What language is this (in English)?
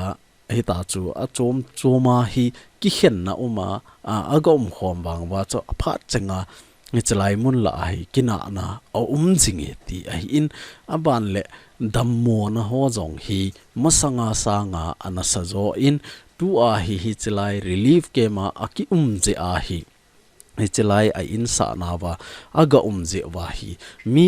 Thado Chin